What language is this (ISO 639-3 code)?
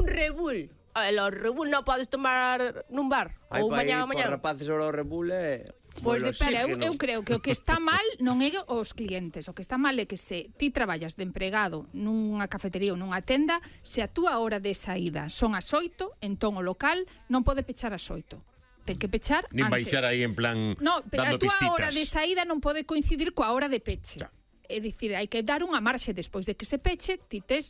glg